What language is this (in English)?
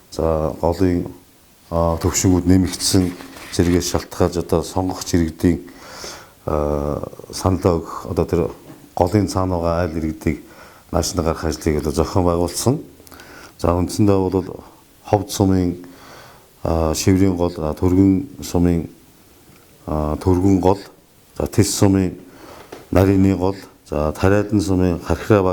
Mongolian